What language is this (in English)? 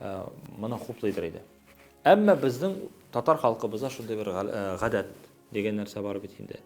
Tatar